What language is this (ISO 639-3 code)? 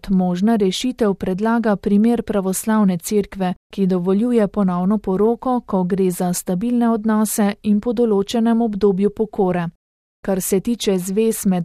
slv